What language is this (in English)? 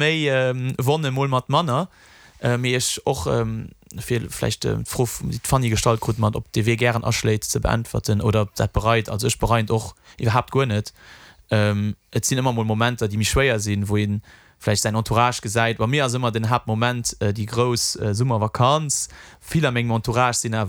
Luxembourgish